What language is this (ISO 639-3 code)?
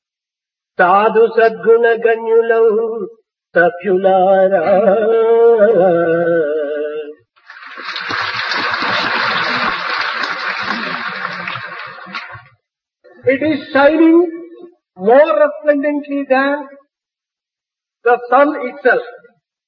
tel